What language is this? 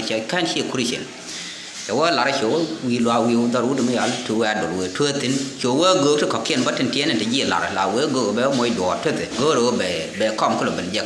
Nuer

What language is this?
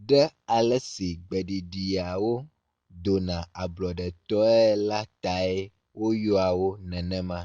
Ewe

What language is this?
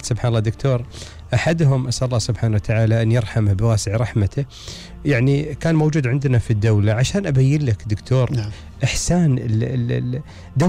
Gulf Arabic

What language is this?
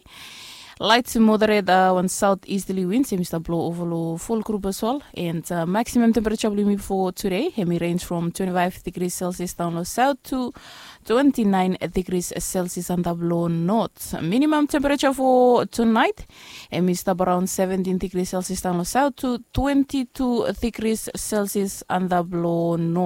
Bislama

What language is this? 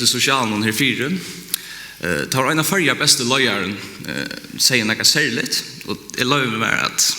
Faroese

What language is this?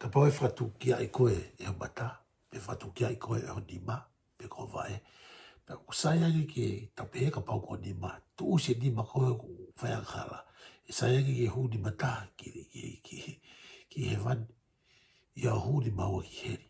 Tongan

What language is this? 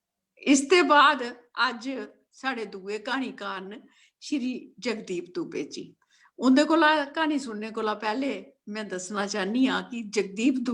Dogri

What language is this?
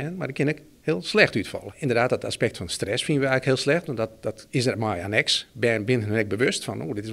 Western Frisian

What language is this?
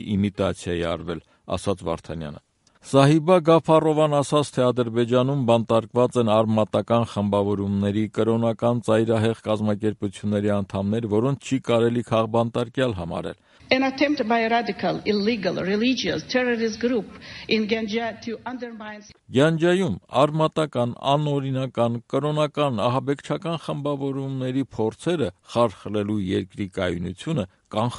Armenian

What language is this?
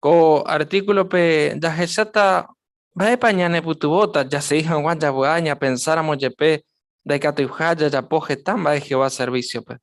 Guarani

